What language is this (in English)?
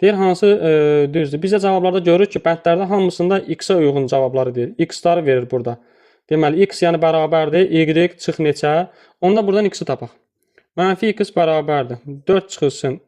Azerbaijani